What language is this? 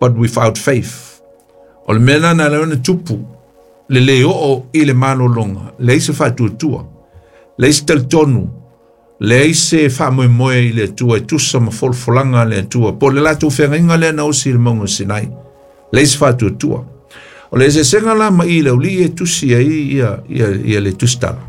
Samoan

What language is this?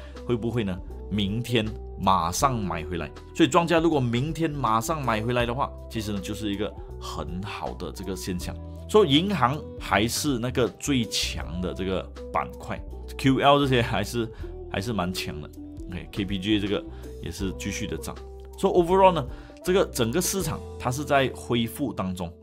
Chinese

